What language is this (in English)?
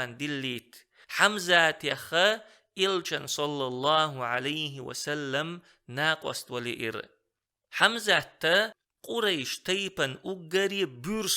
Chechen